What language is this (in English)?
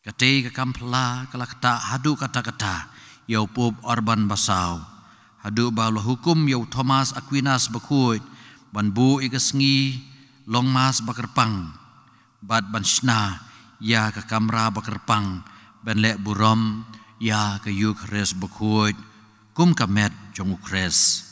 Khasi